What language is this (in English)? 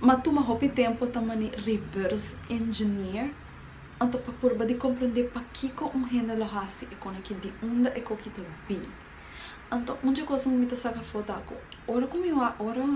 Papiamento